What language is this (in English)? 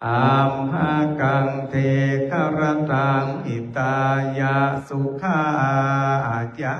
Pali